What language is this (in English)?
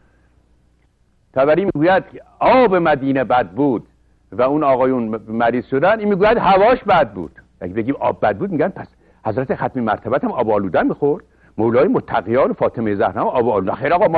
Persian